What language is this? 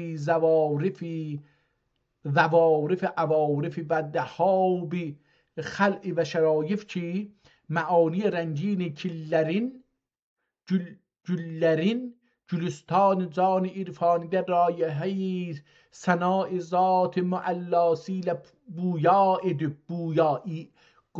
South Azerbaijani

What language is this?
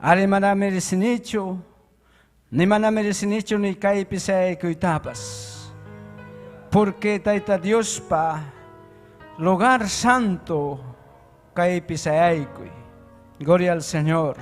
Ayacucho Quechua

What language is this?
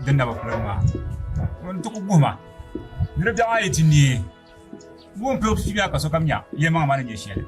Dagbani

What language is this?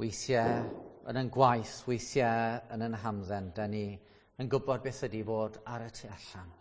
Welsh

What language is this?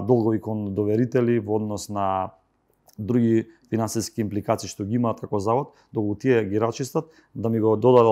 Macedonian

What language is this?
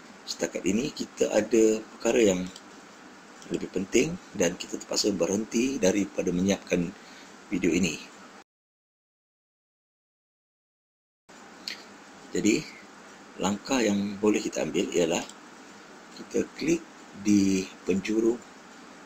Malay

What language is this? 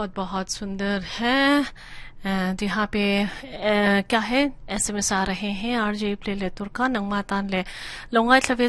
Mizo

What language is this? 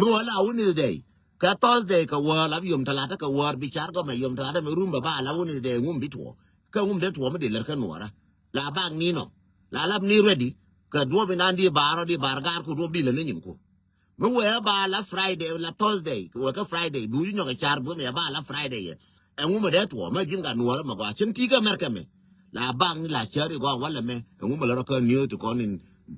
Nuer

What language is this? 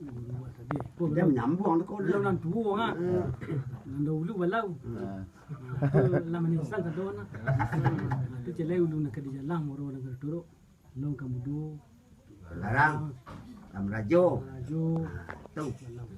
Minangkabau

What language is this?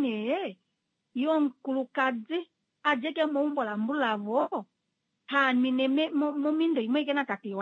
Kuanyama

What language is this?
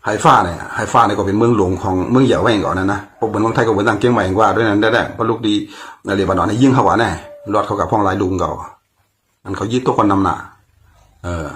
Shan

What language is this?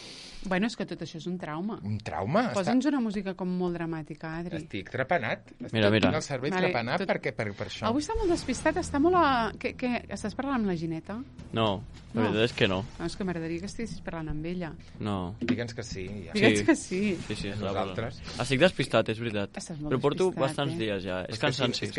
Catalan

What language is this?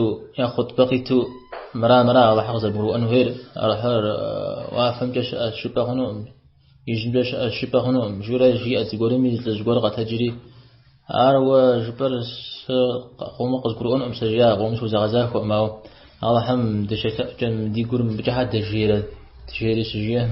Kabardian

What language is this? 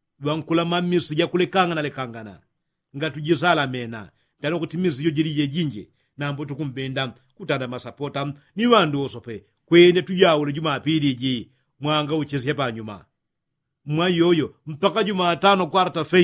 Yao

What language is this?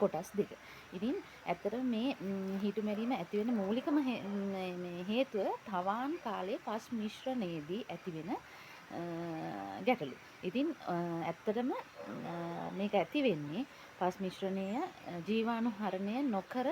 Sinhala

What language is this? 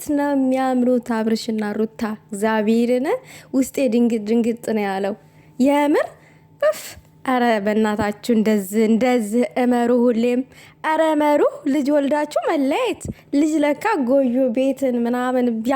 Amharic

